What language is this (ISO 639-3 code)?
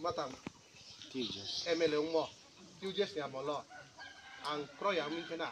ria